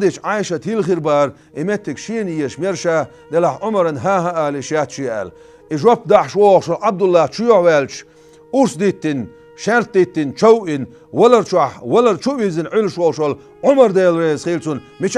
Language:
Chechen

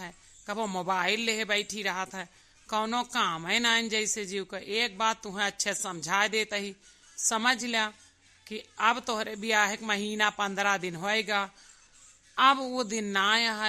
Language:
Awadhi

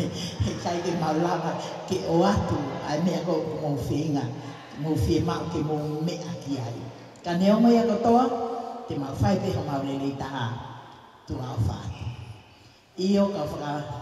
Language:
Tongan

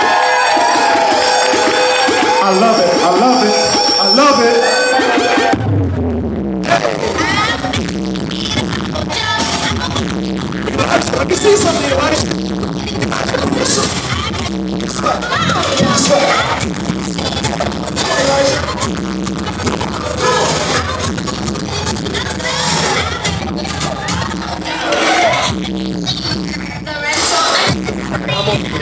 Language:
English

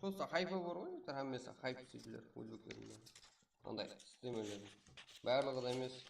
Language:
Kara-Kalpak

